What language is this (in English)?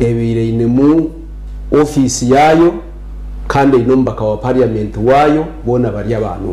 Nyankole